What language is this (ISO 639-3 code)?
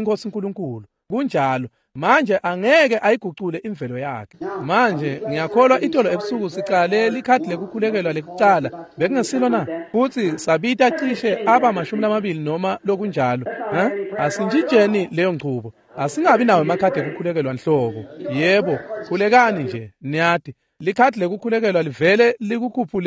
ssw